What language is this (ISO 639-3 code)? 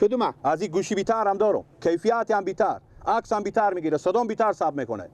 fas